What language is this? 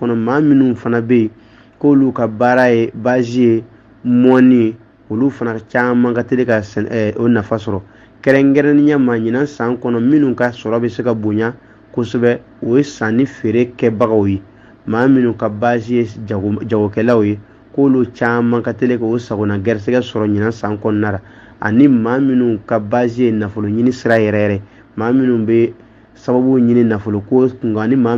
Bambara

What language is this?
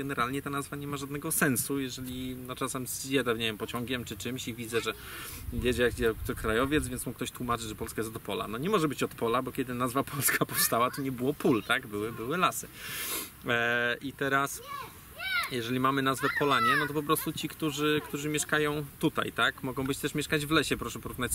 Polish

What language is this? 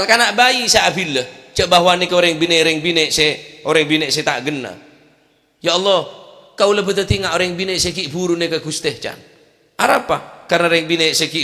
Madurese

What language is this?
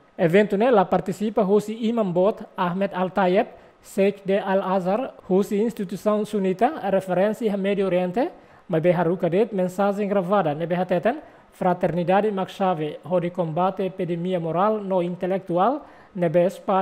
Tetum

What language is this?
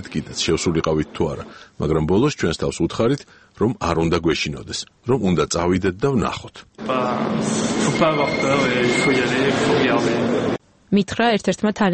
Georgian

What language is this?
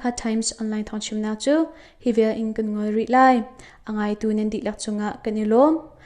Hakha Chin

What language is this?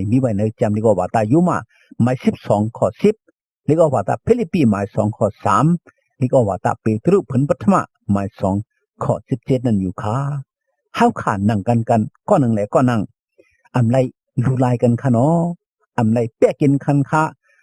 Shan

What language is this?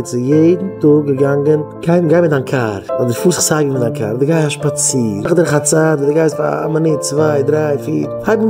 Yiddish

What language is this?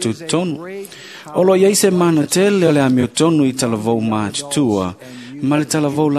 Samoan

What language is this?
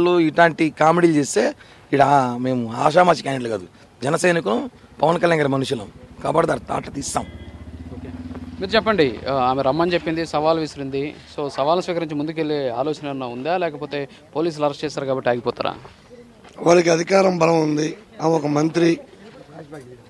Telugu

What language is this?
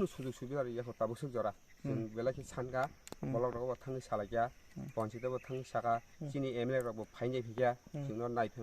Kok Borok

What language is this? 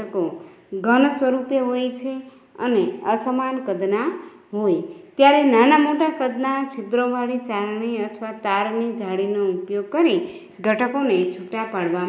Gujarati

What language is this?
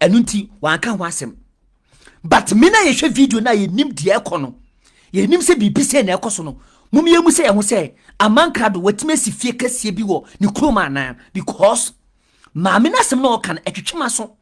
Akan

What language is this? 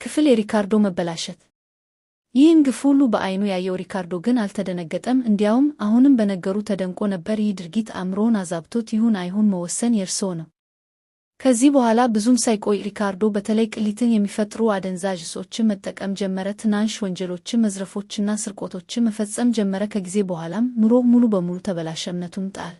Amharic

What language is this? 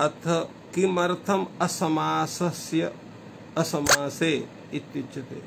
Sanskrit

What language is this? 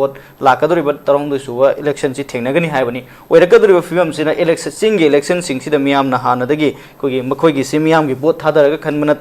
Manipuri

